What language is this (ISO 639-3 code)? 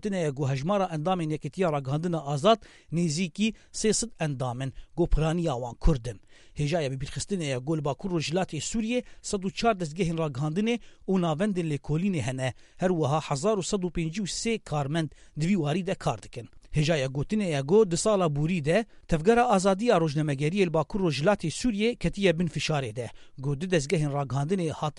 kur